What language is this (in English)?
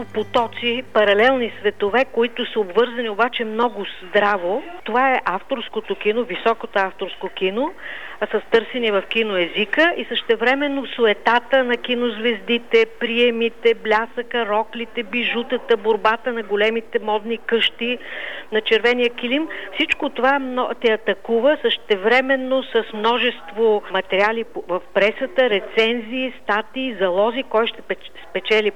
Bulgarian